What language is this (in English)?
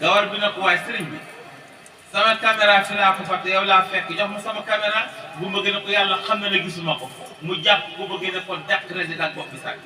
Wolof